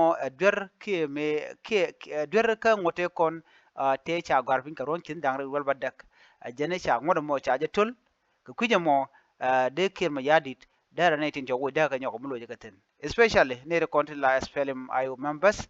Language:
Nuer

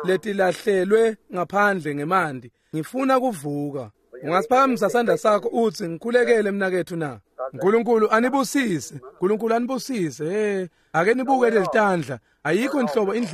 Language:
Swati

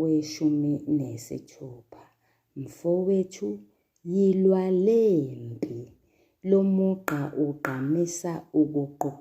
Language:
Zulu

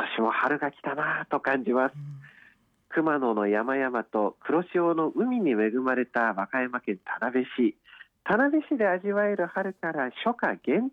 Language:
Japanese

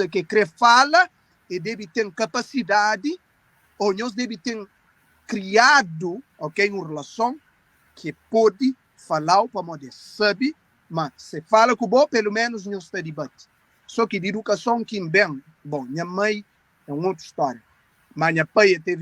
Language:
Kabuverdianu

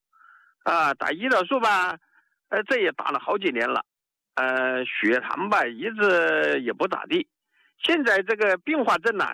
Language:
Chinese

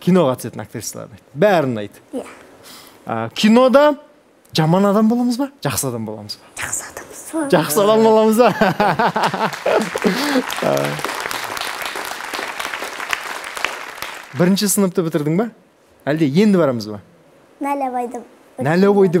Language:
Kazakh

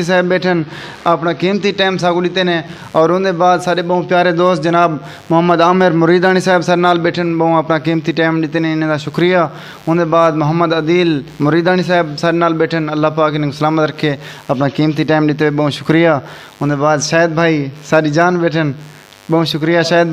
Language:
Saraiki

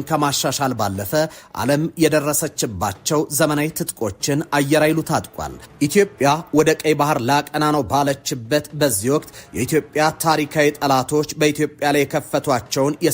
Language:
Amharic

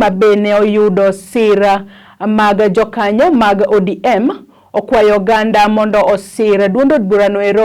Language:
Luo (Kenya and Tanzania)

